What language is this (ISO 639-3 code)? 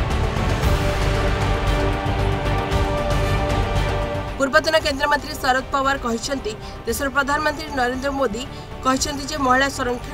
ori